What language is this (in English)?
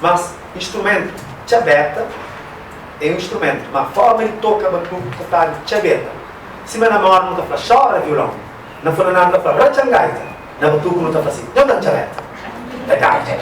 Kabuverdianu